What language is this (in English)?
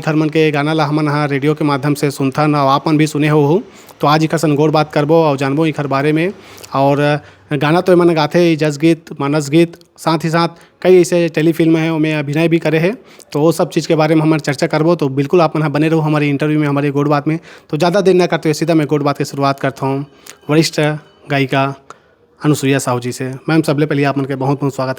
Chhattisgarhi